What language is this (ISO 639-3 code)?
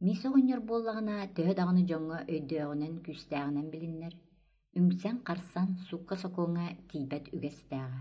sah